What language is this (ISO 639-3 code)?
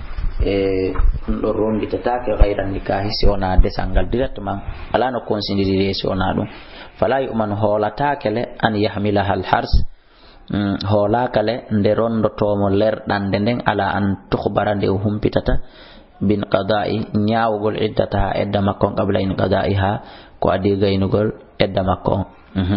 ful